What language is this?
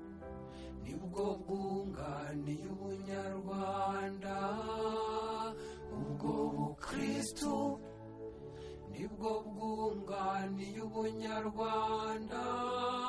Kinyarwanda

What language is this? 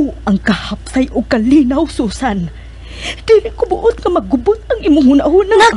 Cebuano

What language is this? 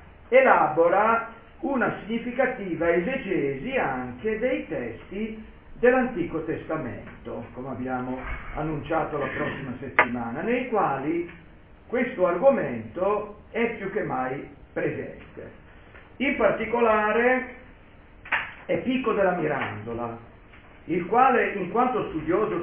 Italian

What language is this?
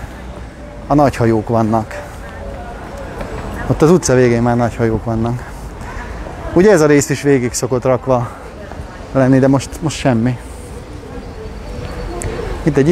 Hungarian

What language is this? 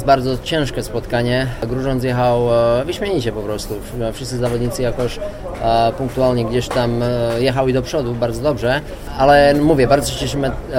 Polish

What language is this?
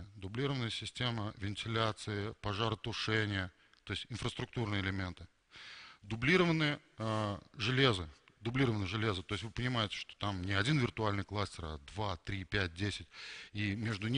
Russian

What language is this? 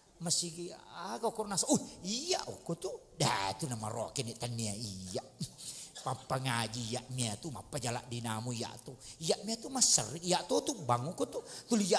Buginese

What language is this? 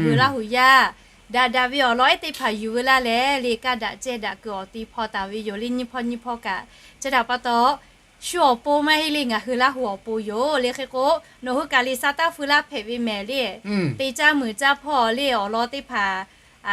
Lahu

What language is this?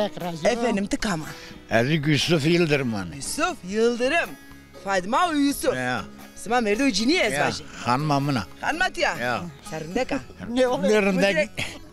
Zaza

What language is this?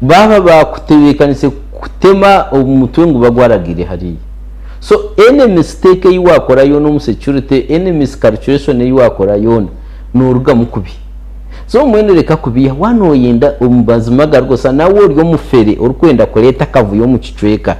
Nyankole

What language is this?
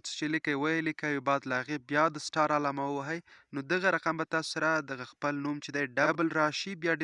Pashto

